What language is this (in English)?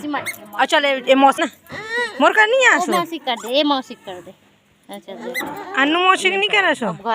Chhattisgarhi